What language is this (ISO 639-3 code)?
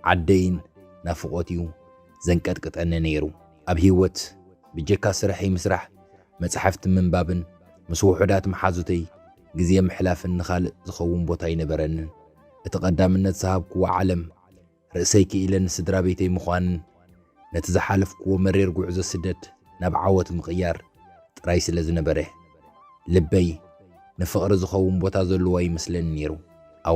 tir